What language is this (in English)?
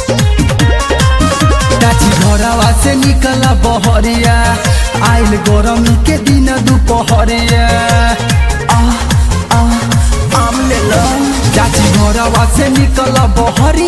Bhojpuri